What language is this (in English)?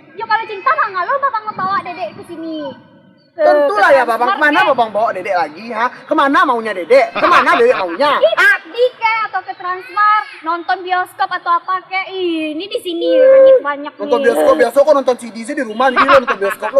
Minangkabau